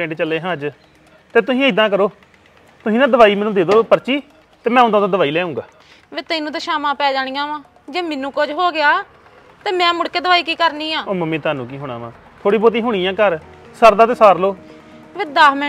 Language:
Punjabi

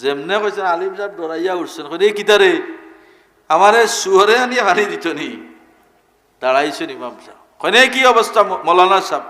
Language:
Sylheti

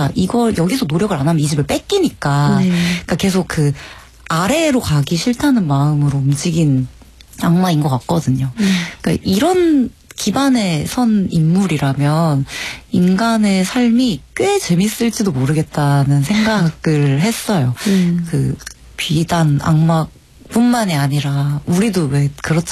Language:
Korean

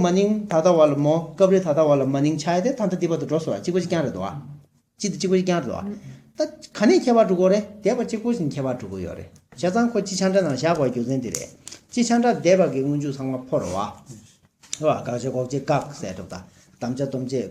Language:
Tibetan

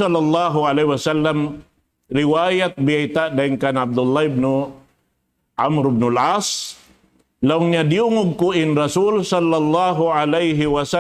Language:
Tausug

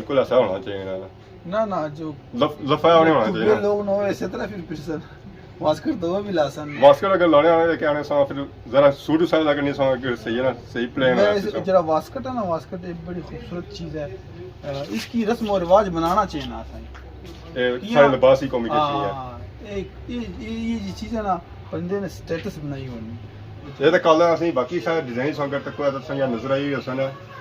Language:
Pahari-Potwari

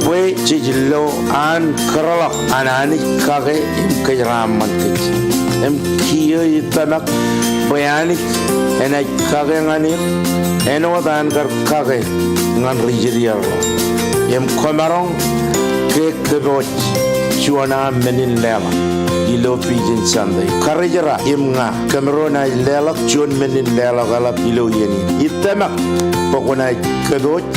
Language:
Marshallese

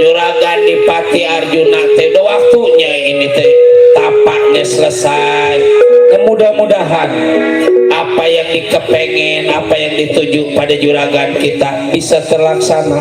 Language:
Betawi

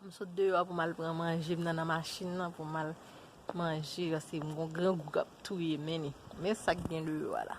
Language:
Haitian Creole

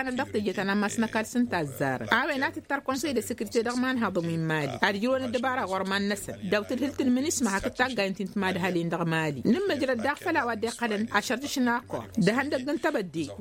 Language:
Tamasheq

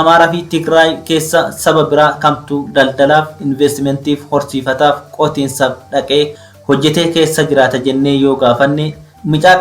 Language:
Oromo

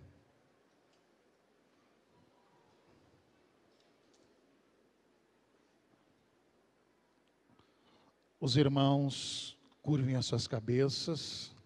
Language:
Portuguese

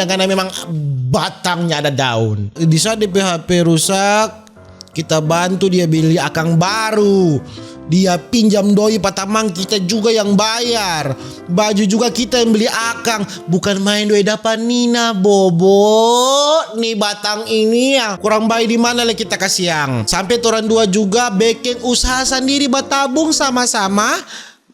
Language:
Manado Malay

